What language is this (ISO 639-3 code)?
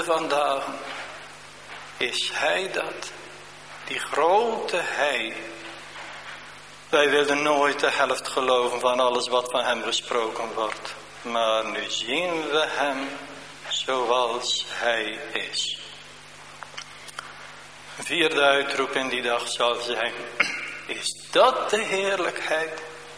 nld